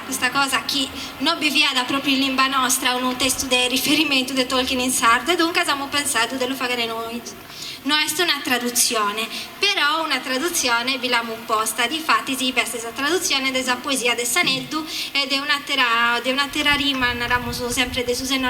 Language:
Sardinian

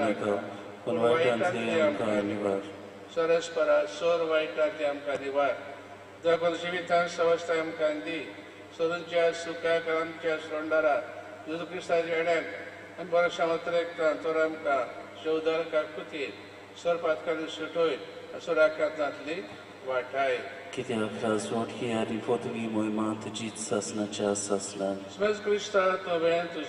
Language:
Konkani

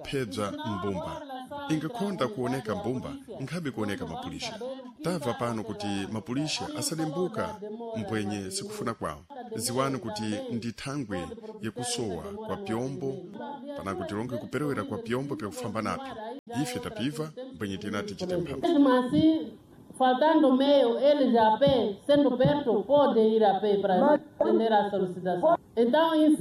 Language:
Sena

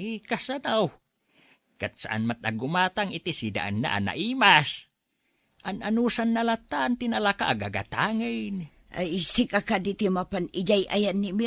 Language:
Iloko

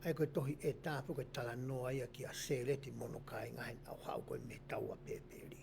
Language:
Tongan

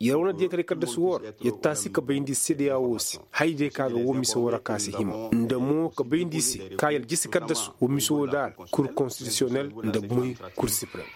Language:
Koyraboro Senni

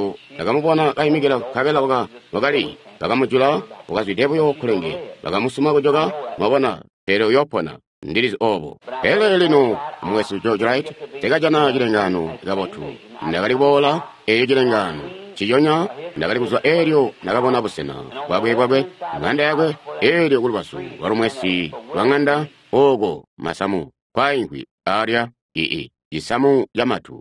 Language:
Tonga (Zambia)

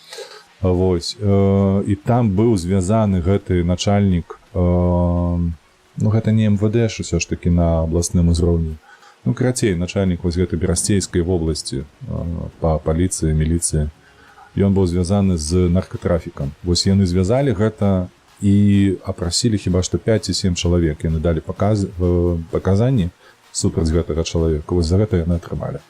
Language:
Belarusian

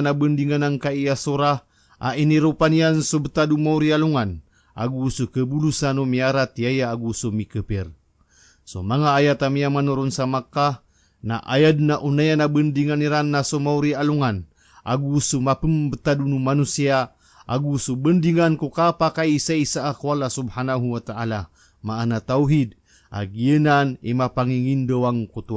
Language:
Maranao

